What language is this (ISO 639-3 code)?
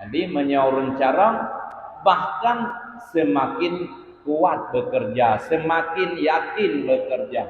ace